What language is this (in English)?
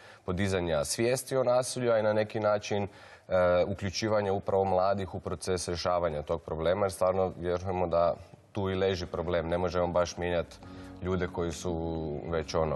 Croatian